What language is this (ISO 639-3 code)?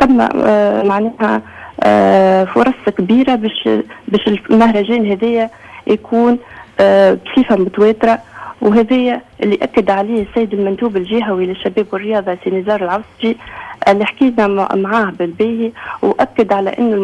aeb